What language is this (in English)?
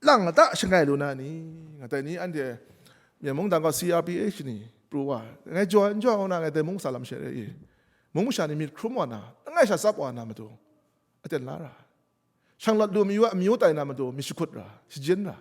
Kachin